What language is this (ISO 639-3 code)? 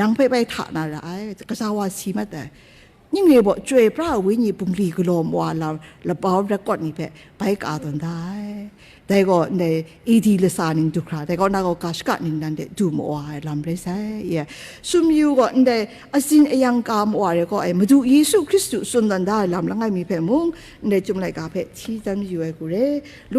kac